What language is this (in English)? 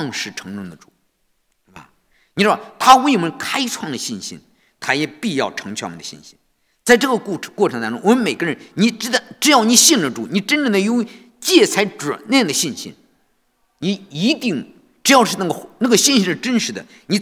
Chinese